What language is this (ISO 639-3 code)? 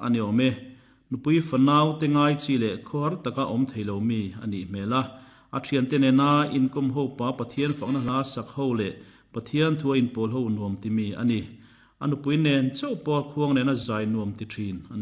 lus